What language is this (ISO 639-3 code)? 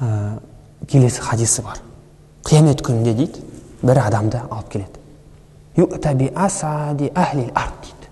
kaz